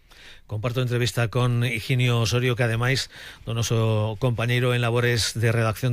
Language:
Galician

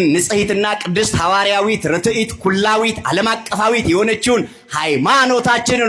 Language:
Amharic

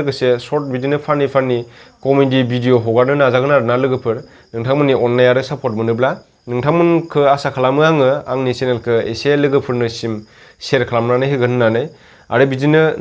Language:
Bodo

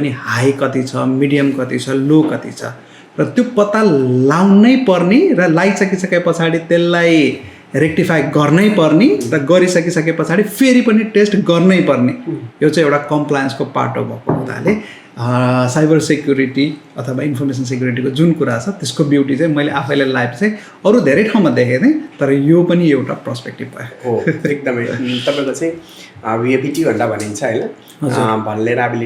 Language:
Nepali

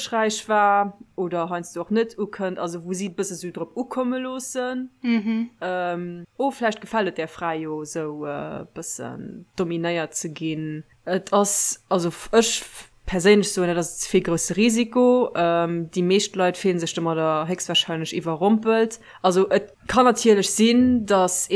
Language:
Luxembourgish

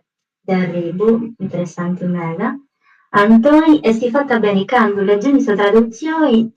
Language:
Sardinian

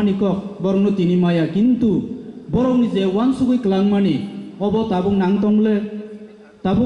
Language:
Kok Borok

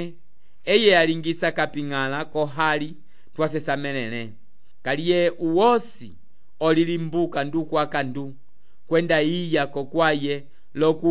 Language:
Umbundu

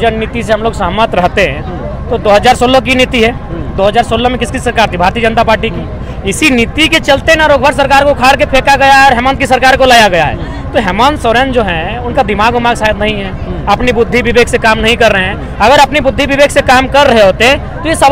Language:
Hindi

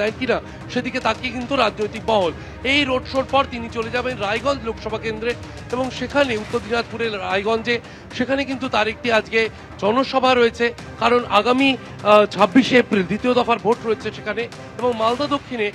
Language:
Bangla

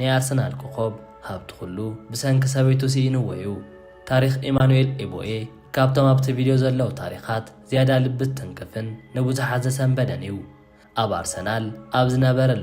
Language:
Tigrinya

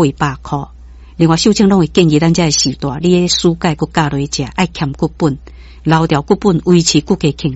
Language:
Min Nan Chinese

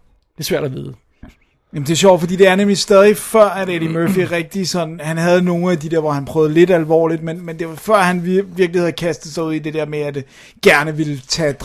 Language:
Danish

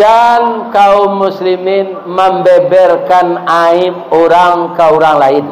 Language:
Minangkabau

